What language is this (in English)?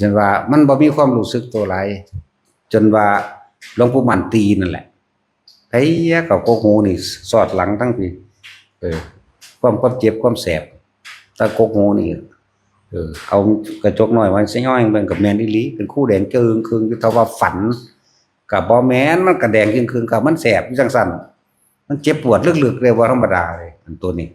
Northeastern Thai